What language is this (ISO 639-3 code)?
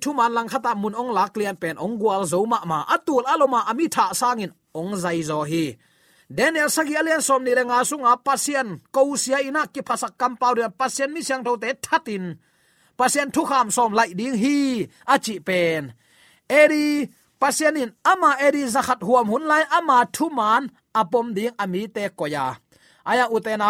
ctd